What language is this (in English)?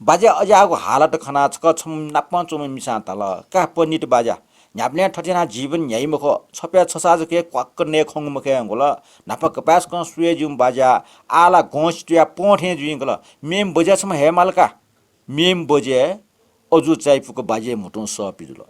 Newari